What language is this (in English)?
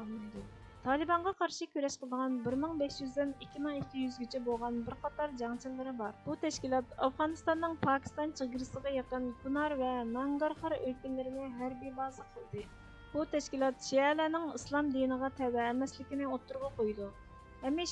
Uyghur